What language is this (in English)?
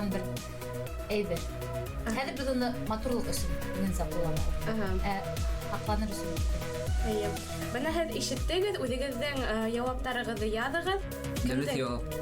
Bashkir